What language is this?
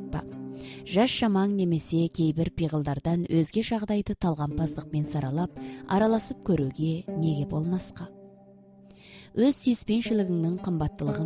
Kazakh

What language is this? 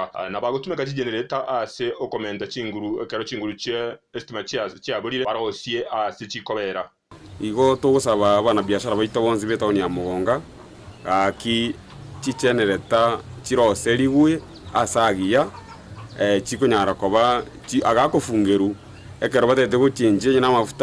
Gusii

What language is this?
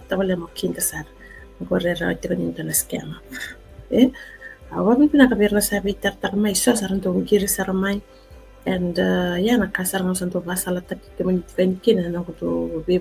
Fijian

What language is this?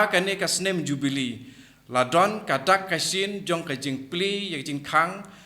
Khasi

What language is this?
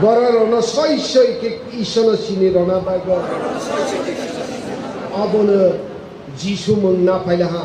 Kok Borok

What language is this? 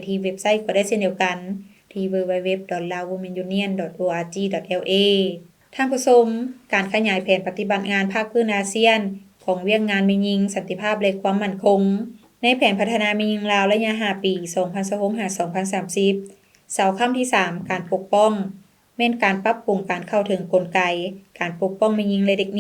Lao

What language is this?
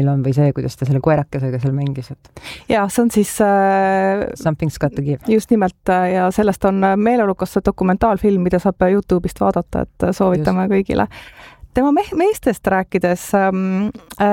Estonian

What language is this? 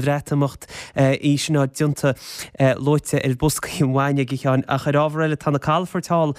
Irish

